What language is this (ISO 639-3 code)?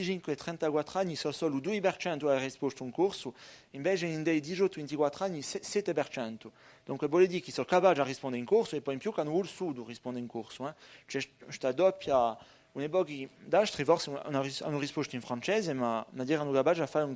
cos